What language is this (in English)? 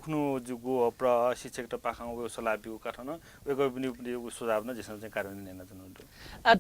Newari